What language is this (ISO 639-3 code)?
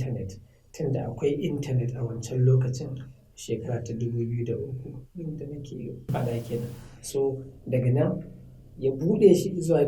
hau